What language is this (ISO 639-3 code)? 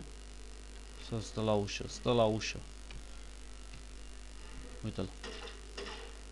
ron